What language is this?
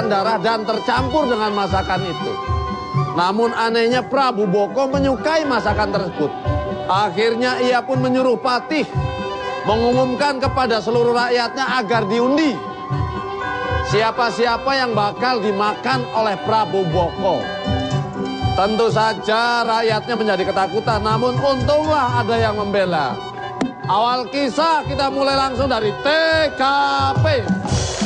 Indonesian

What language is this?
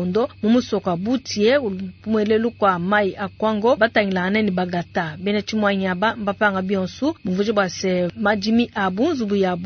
Luba-Lulua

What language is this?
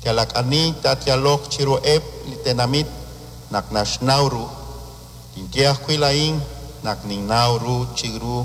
Kekchí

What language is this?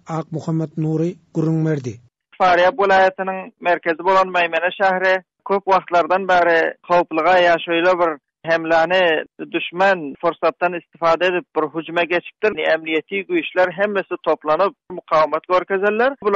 Turkmen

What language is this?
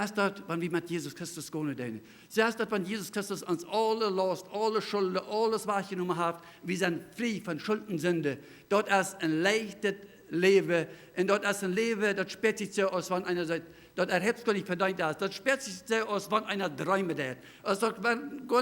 Plautdietsch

